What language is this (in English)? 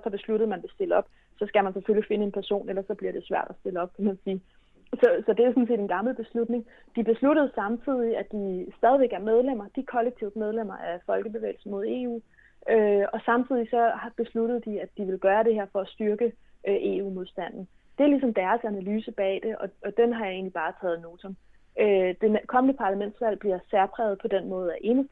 Danish